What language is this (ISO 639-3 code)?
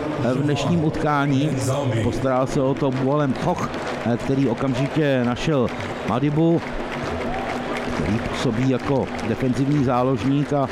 ces